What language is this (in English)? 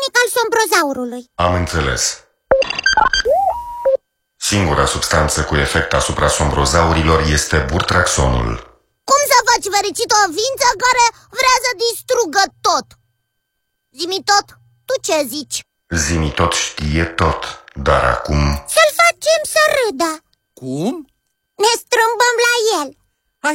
Romanian